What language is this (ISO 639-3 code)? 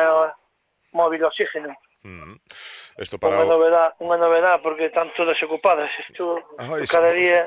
glg